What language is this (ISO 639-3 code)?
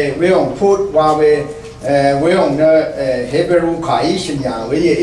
raw